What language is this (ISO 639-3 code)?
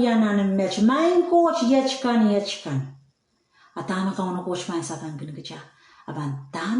pon